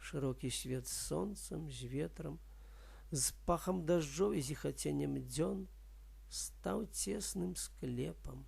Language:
Belarusian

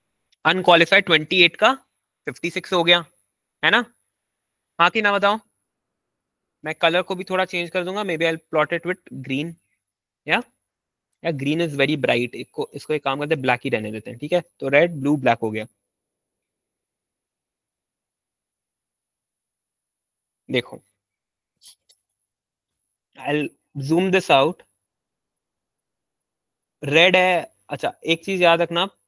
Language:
Hindi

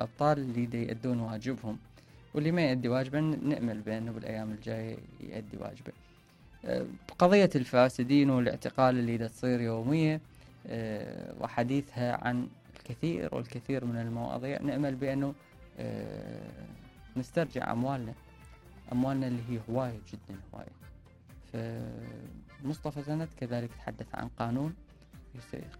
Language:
Mesopotamian Arabic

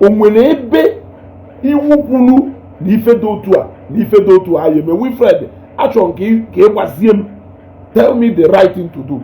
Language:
Igbo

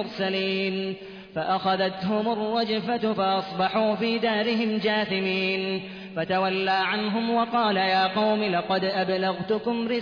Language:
Arabic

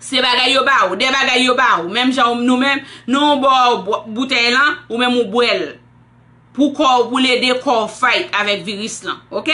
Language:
Haitian Creole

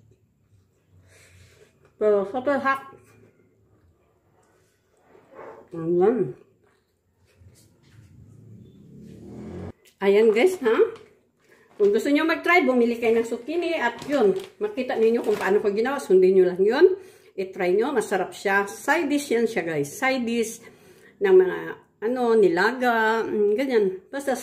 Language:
Filipino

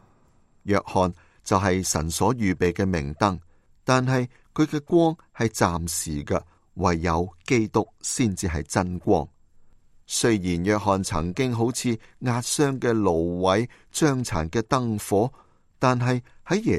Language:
Cantonese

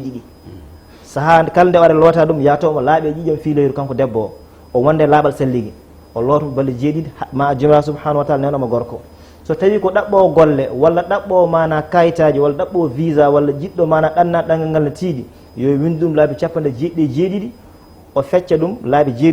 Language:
Fula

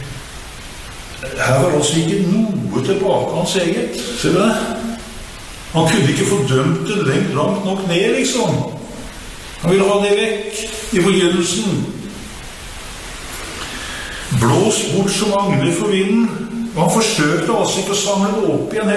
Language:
Norwegian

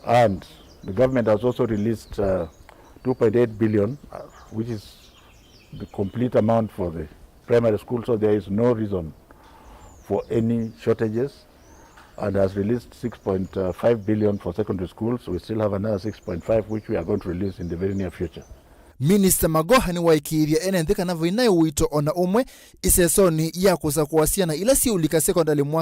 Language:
Kamba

